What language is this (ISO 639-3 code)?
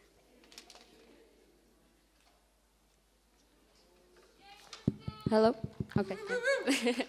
iku